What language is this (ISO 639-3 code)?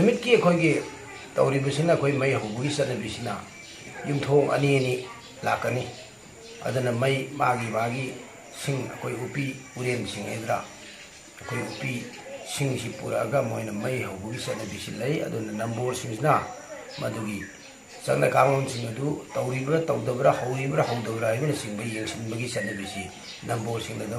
mni